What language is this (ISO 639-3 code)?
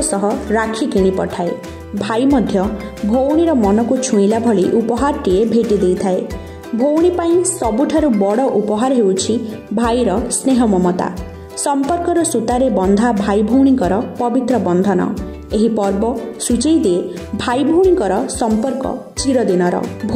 ori